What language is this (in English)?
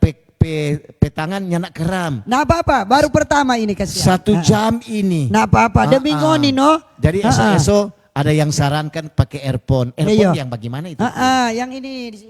Manado Malay